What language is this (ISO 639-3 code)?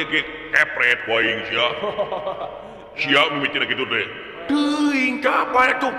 sun